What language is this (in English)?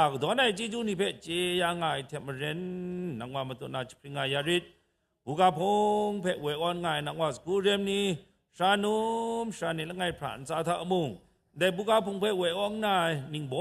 Kachin